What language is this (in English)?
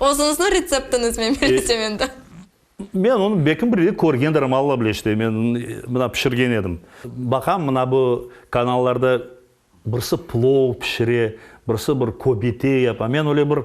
Crimean Tatar